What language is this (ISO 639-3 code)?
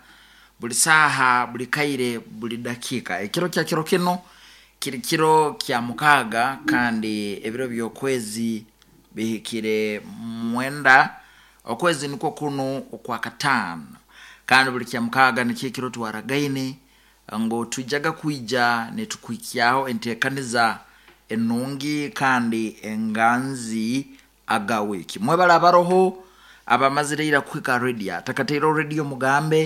nyo